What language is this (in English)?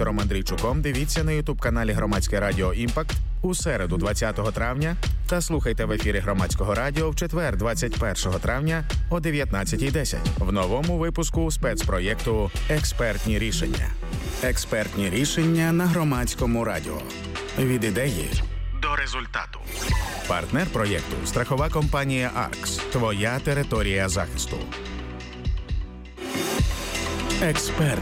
Ukrainian